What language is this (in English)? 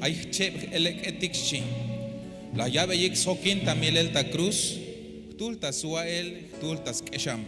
Tzeltal